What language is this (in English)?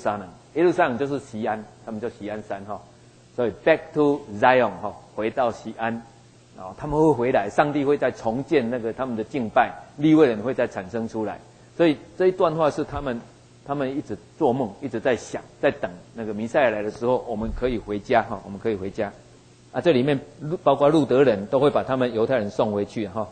Chinese